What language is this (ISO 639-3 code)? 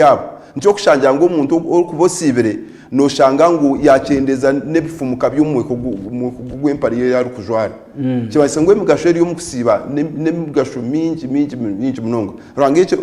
nyn